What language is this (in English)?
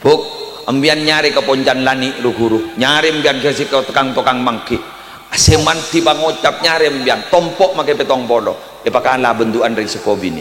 Madurese